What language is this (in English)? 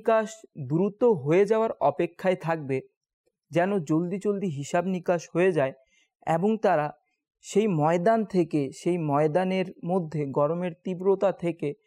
Bangla